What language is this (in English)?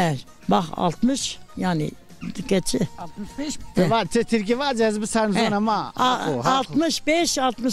Zaza